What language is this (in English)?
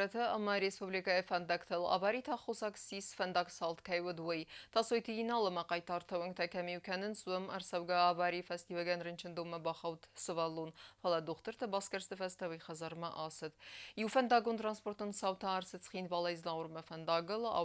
Ossetic